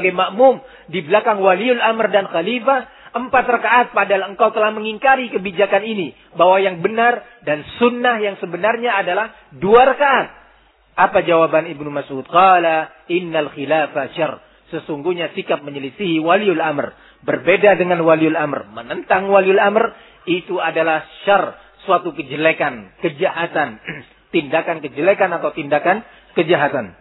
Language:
Indonesian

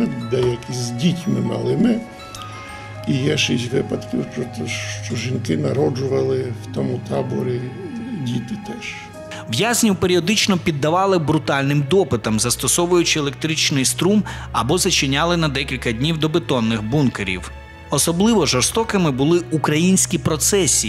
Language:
Ukrainian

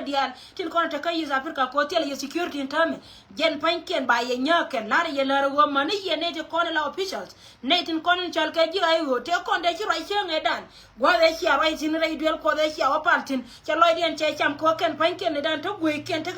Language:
Nuer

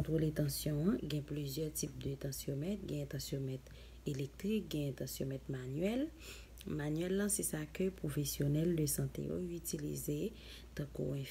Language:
Haitian Creole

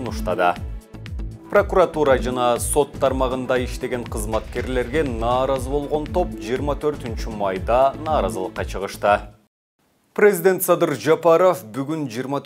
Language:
Kyrgyz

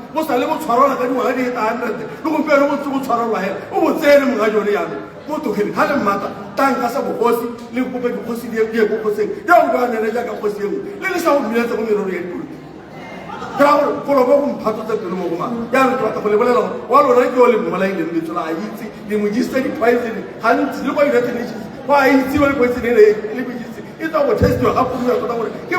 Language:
Tswana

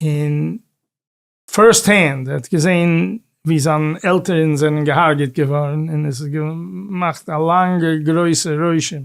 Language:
Yiddish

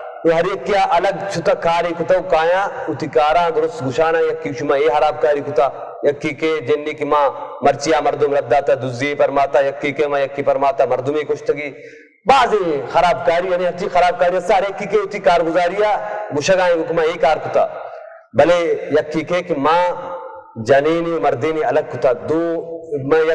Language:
Baluchi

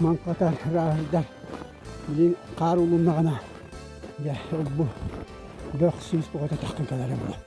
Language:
Yakut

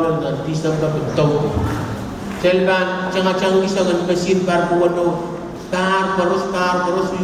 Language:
Pohnpeian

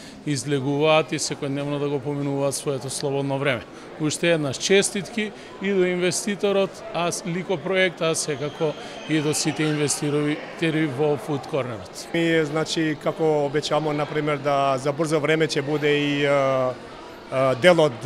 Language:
Macedonian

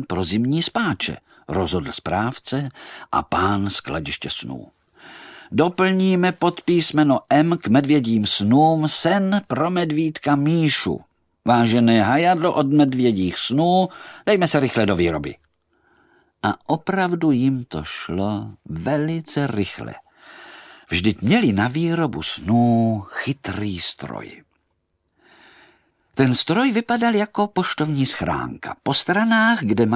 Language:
Czech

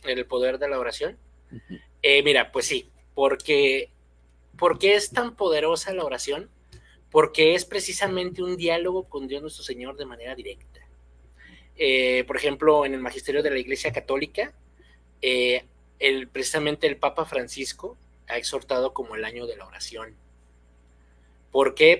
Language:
Spanish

